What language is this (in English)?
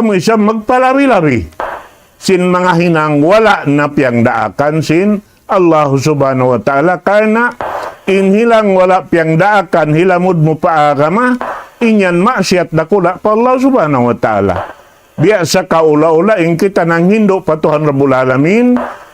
Tausug